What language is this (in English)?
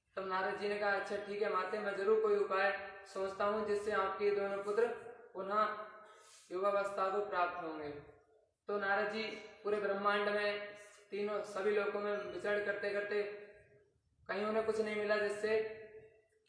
Hindi